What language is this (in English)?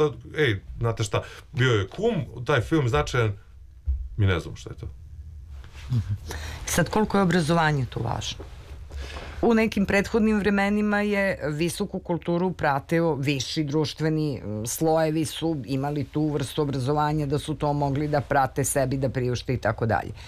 Serbian